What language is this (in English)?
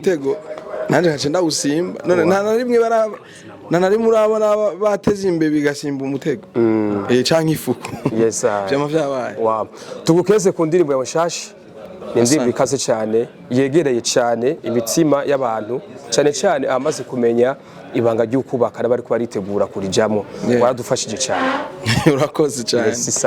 Rundi